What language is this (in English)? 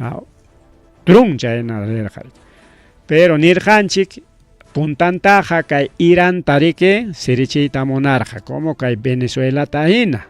Ayacucho Quechua